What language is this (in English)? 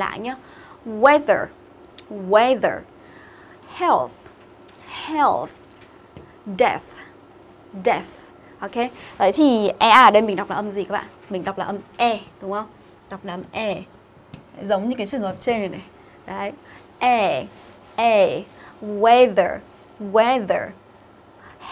Vietnamese